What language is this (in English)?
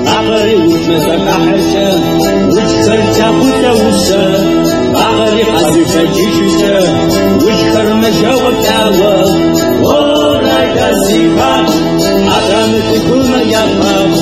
Kabardian